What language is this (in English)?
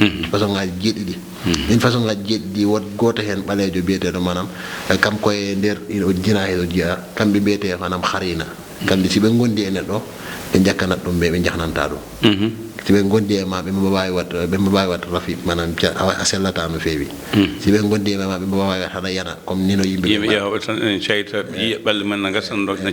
Fula